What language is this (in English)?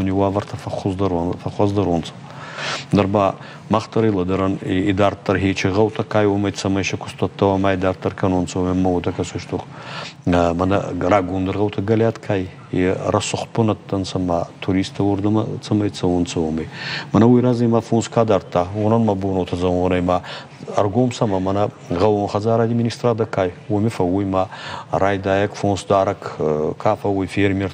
Ossetic